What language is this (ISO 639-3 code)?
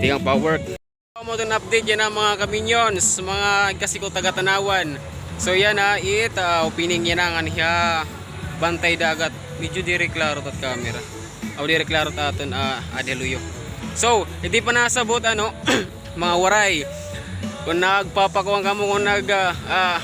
war